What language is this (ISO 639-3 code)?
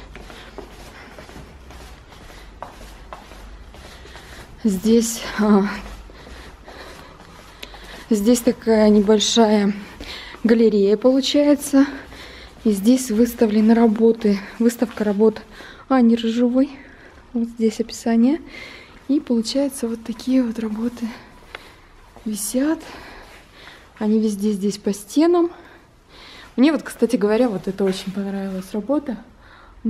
rus